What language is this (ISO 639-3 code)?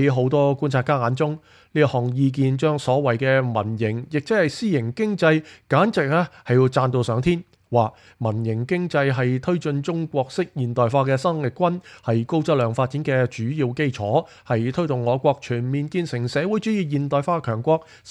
yue